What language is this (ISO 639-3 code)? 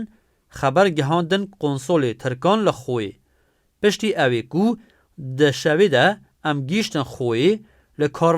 kur